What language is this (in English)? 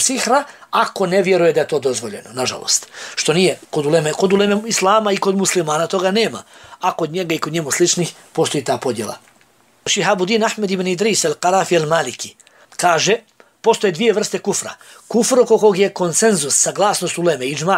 Bosnian